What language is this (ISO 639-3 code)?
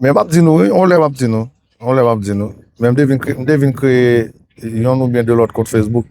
hat